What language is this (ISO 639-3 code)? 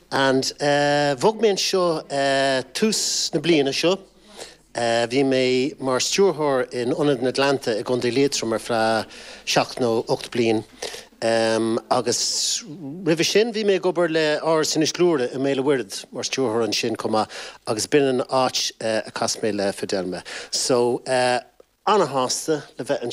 gle